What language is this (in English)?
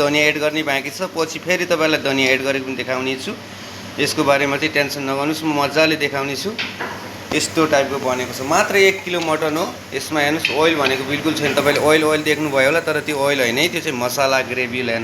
Nepali